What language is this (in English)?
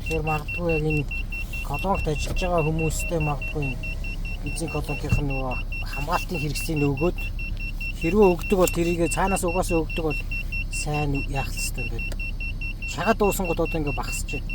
Mongolian